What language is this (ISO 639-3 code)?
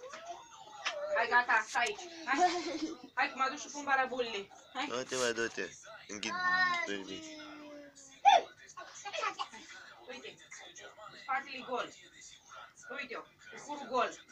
ron